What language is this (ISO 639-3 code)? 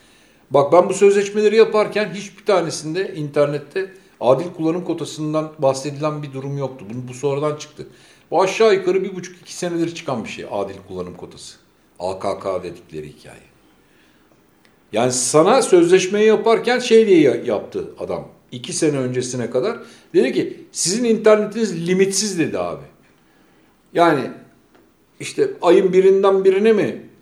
tur